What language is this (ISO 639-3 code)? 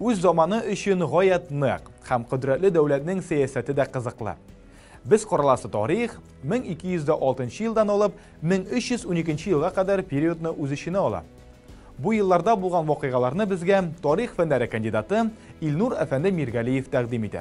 tat